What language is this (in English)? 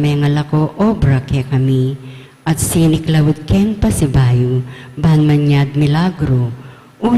Pampanga